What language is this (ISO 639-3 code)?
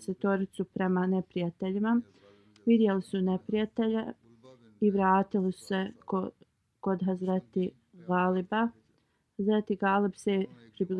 bos